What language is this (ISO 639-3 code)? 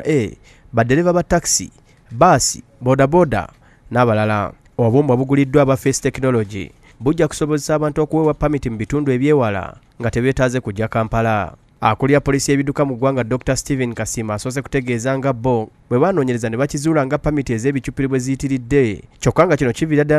lug